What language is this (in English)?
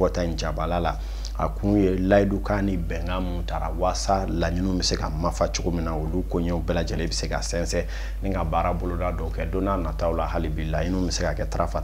Bambara